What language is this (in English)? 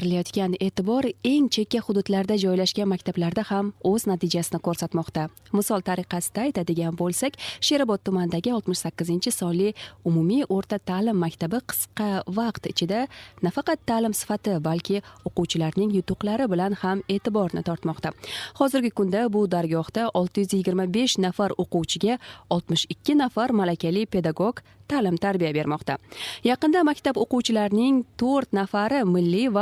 Uzbek